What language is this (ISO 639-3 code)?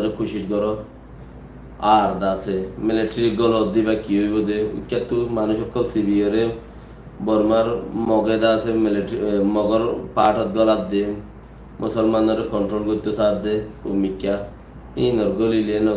rhg